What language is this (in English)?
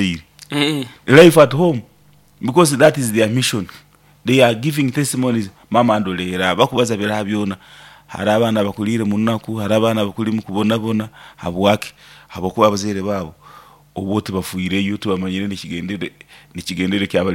Nyoro